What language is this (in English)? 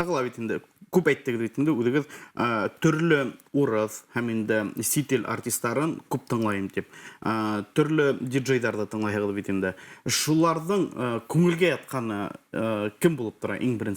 Bashkir